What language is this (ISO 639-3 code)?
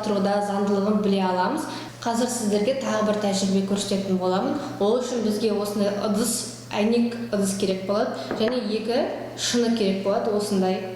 kaz